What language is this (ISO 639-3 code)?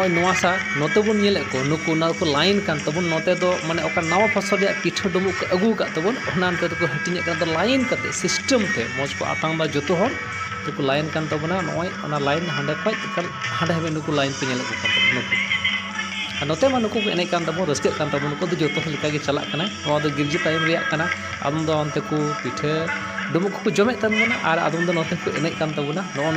sat